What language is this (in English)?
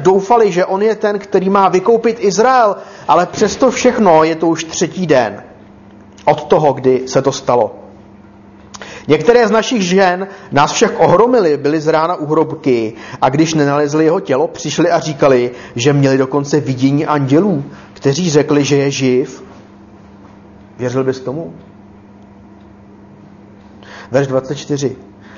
Czech